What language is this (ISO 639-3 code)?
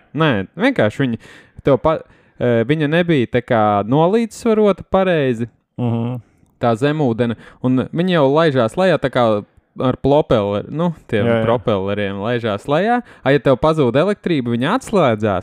lav